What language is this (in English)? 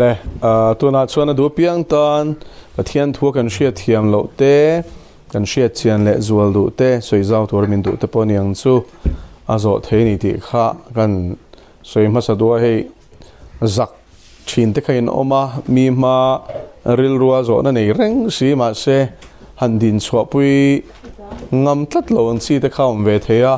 Mizo